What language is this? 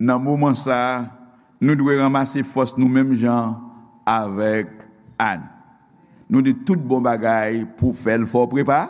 Haitian Creole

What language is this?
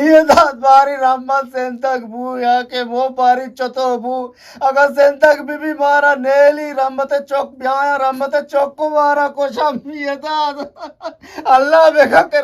Eastern Balochi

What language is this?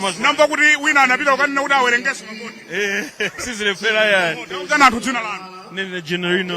Nyanja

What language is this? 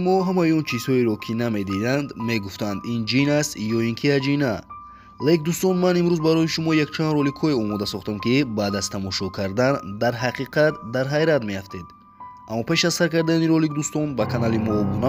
Tajik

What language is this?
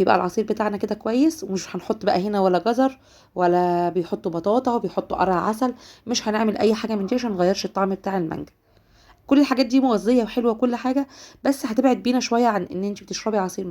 Egyptian Arabic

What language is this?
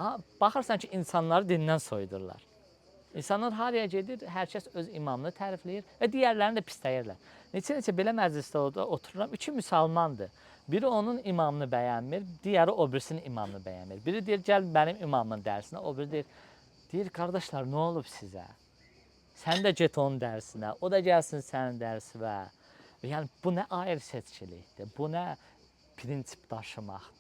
Azerbaijani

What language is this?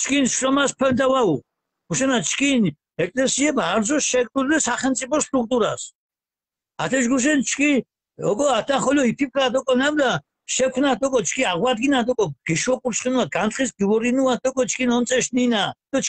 Mingrelian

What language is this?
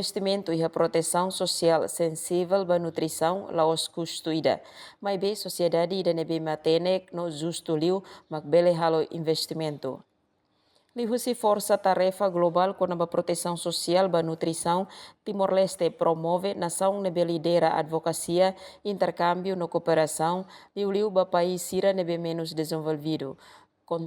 Tetum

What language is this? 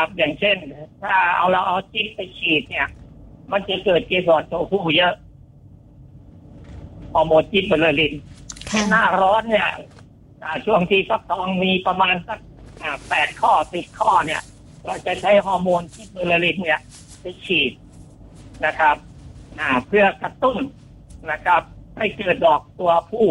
Thai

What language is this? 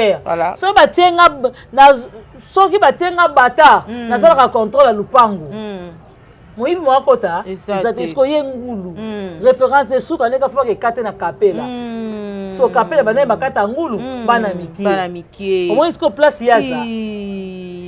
Lingala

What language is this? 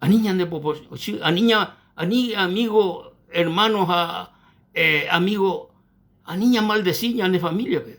Guarani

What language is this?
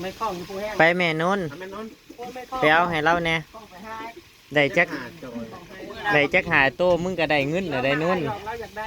Northeastern Thai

